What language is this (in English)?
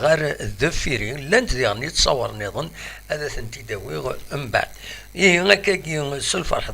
Kabyle